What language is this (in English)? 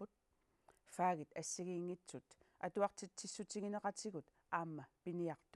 Kalaallisut